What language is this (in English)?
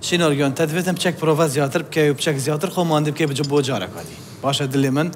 Kurdish